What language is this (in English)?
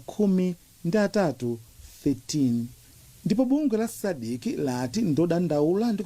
Nyanja